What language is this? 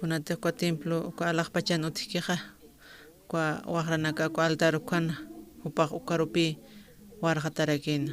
Aymara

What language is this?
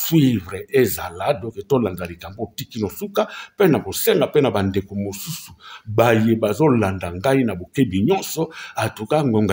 Lingala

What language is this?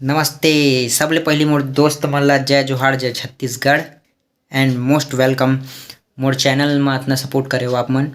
Chhattisgarhi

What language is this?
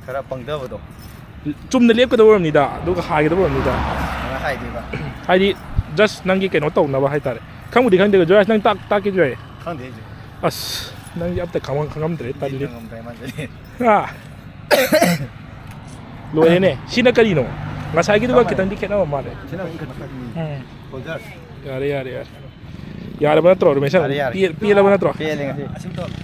Manipuri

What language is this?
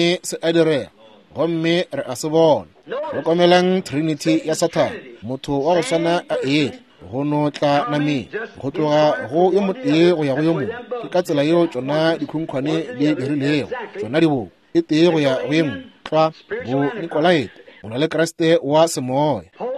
Northern Sotho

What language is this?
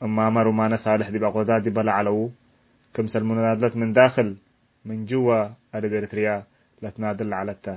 Tigre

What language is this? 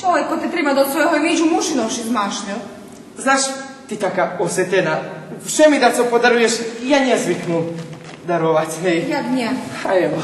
Rusyn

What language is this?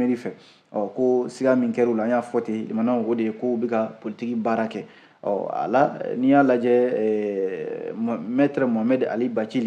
Bambara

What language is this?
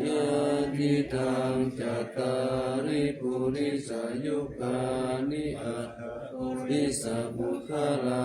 Pali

